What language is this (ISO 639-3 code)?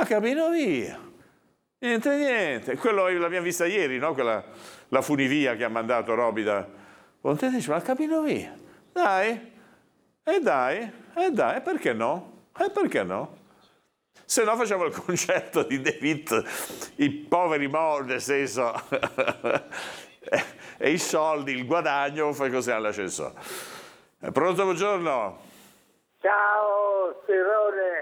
ita